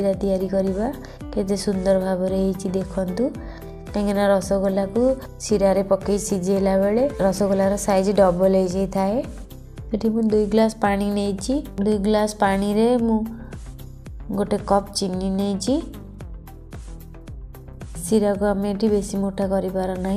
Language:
Odia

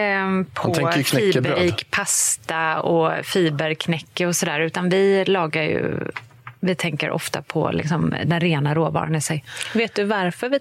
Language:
Swedish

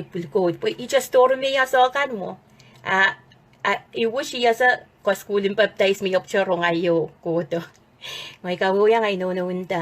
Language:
Pohnpeian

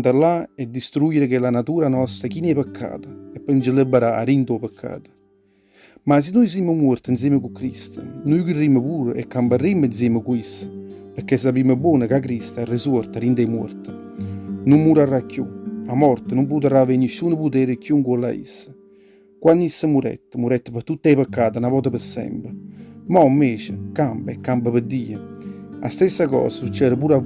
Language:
Neapolitan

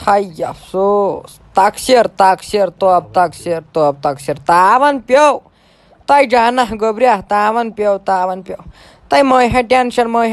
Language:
Kashmiri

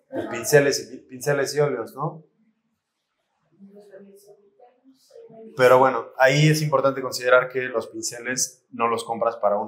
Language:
Spanish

